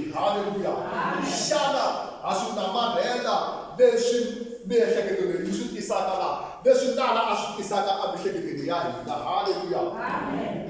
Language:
Tsonga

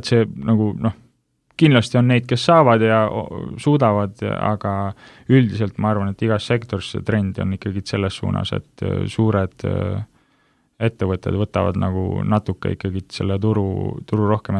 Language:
Estonian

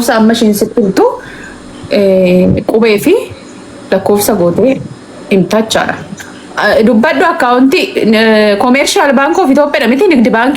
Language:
Oromo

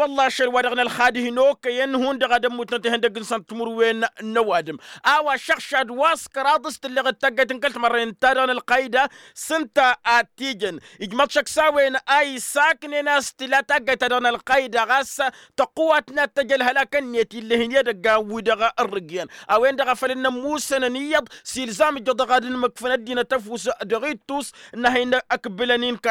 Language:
Tamasheq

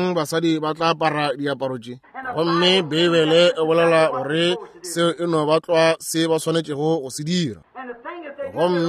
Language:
Northern Sotho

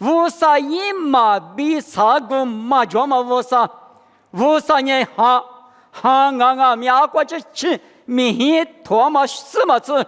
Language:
Lisu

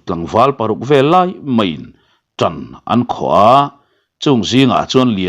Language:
Mizo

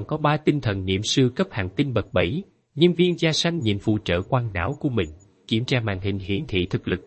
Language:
Vietnamese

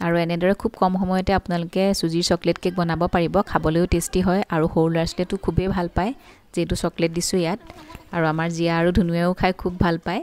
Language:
Assamese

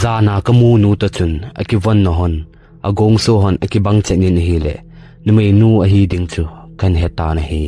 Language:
Thado Chin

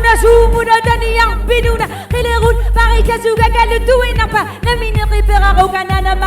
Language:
Kalaallisut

